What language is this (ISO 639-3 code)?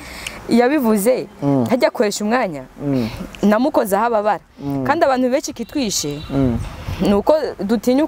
run